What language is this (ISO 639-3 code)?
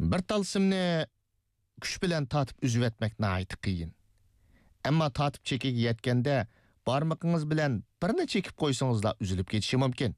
uig